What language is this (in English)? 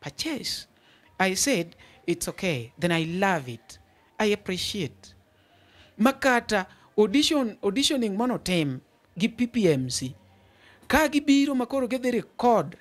Luo (Kenya and Tanzania)